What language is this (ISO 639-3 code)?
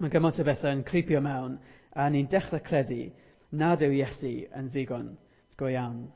cym